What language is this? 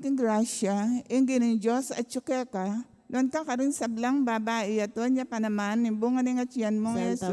Pampanga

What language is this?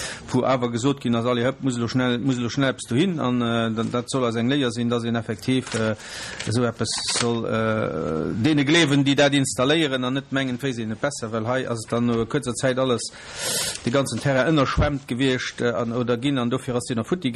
Luxembourgish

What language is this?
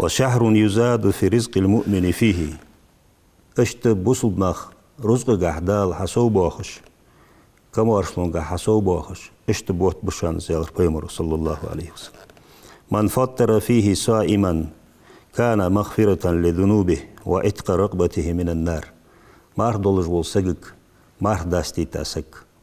Ingush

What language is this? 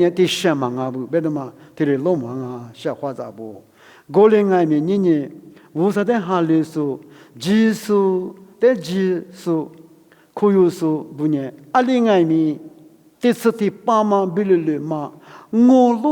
Lisu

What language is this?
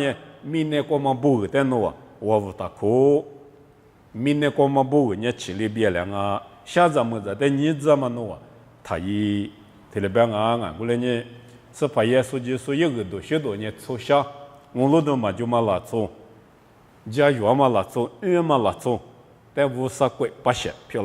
Lisu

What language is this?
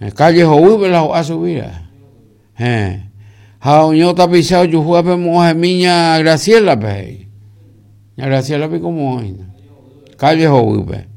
Guarani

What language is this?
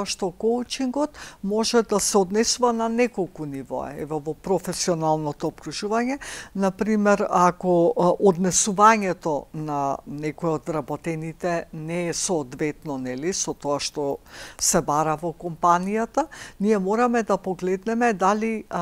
Macedonian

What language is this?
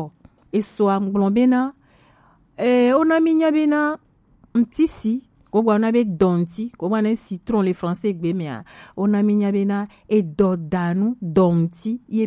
Gen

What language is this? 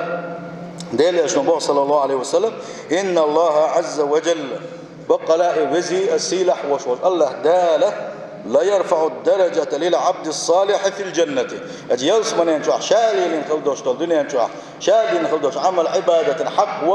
Chechen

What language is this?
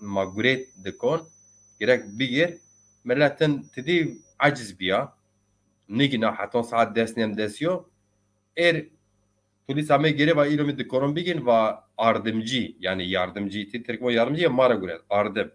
Zaza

